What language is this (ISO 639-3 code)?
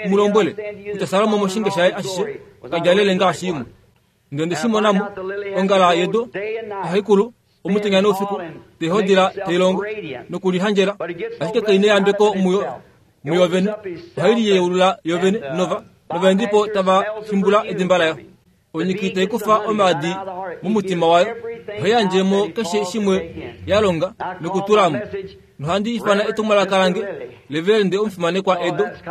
kua